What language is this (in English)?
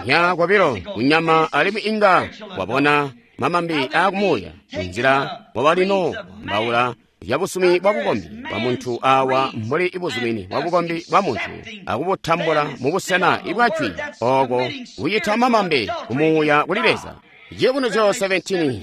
Tonga (Zambia)